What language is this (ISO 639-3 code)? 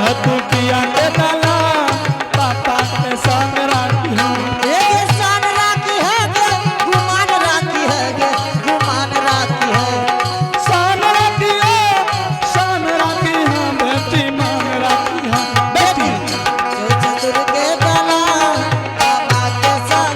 anp